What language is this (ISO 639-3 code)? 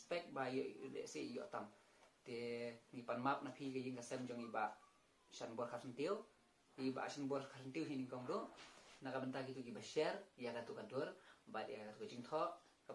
kha